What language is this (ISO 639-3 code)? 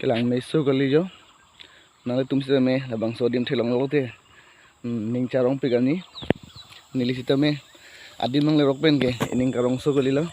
mjw